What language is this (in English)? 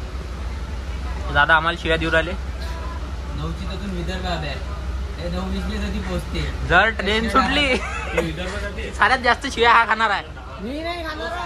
Marathi